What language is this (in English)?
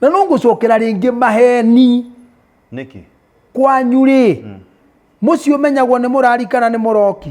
Kikuyu